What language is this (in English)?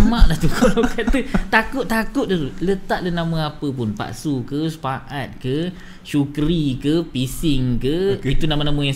Malay